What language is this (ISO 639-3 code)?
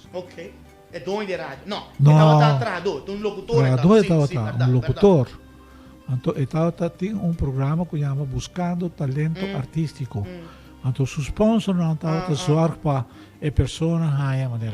pap